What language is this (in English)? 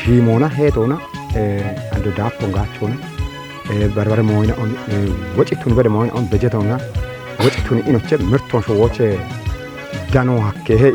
Kafa